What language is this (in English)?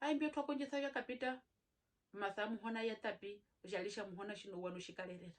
Herero